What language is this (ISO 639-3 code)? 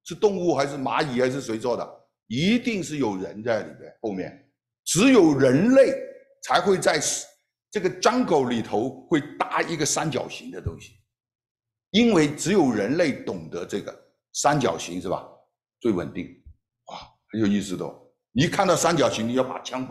zho